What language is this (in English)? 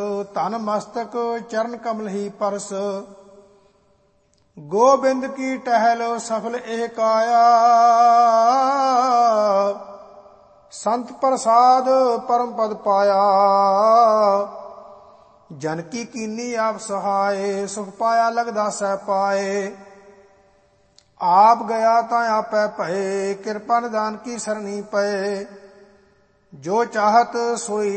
Punjabi